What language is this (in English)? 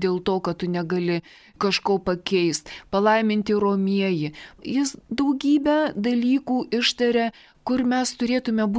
Lithuanian